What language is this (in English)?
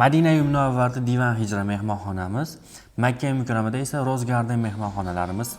Uzbek